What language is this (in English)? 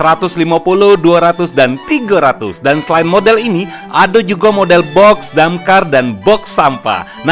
Musi